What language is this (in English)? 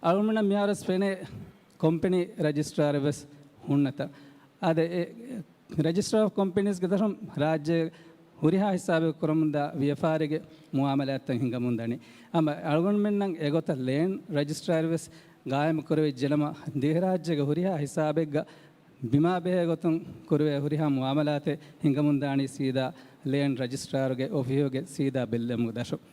Divehi